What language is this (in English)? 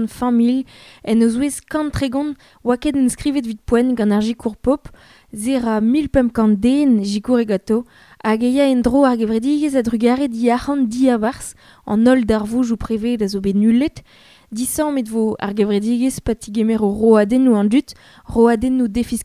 Breton